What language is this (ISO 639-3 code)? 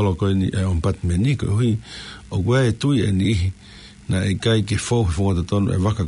ton